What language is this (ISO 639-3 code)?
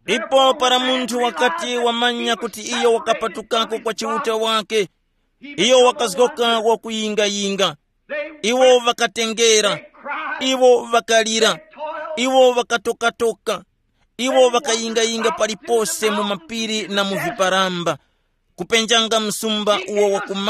tum